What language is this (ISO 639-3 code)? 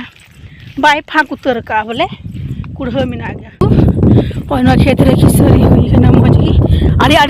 sat